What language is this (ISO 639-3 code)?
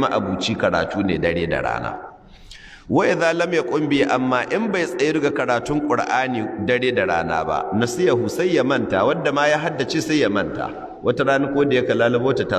hau